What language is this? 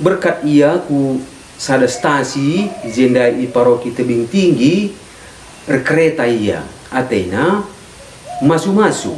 Batak Karo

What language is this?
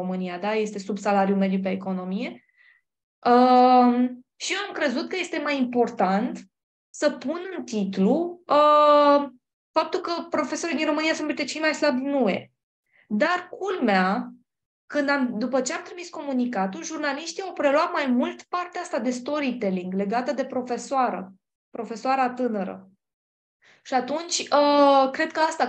Romanian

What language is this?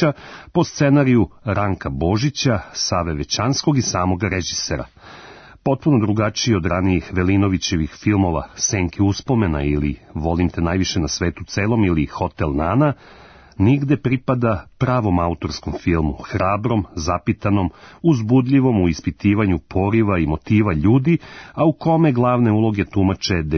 Serbian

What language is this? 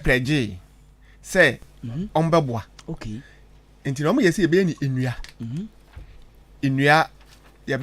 Akan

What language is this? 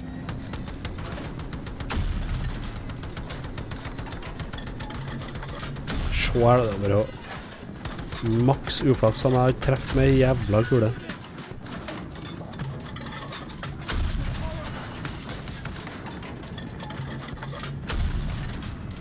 Norwegian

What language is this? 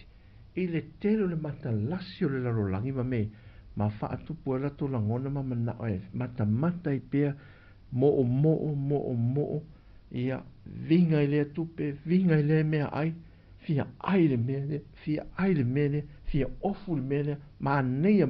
Samoan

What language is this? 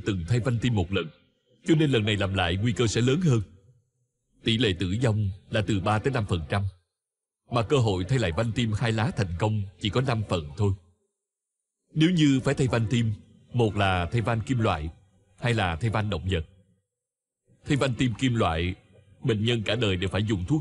Vietnamese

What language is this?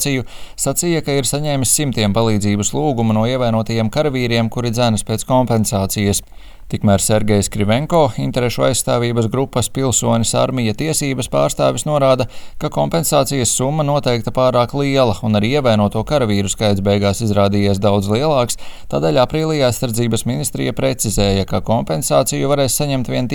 Latvian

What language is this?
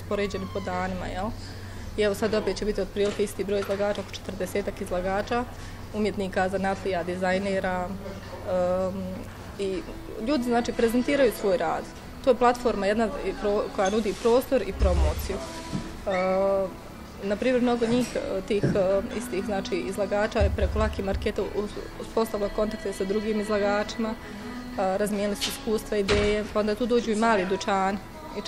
Bosnian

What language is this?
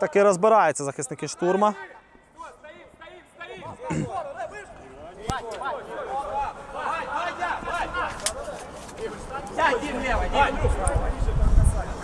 Ukrainian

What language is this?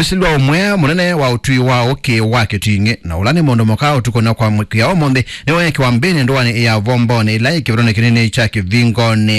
Kamba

